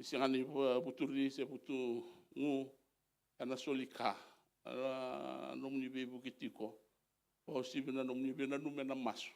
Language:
Fijian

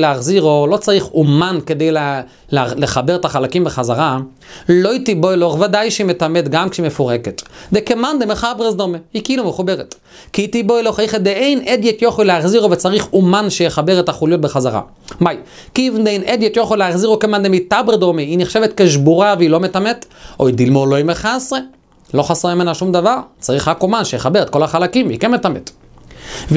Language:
Hebrew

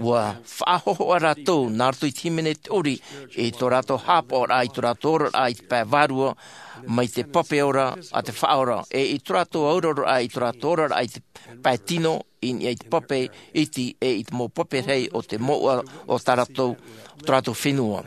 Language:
Tahitian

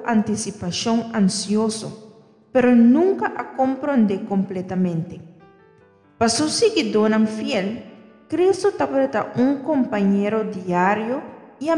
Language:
Papiamento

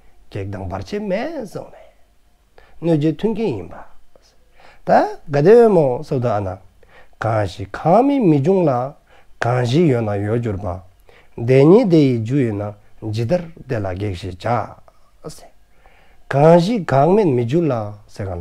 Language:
Dzongkha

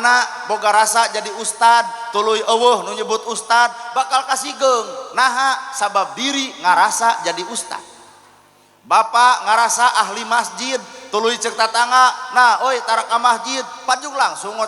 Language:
Sundanese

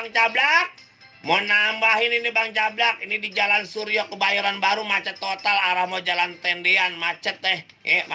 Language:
Betawi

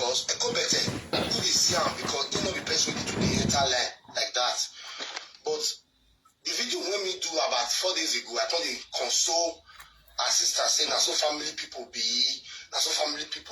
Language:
Nigerian Pidgin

